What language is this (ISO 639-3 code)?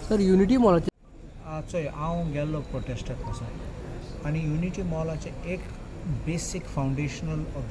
kok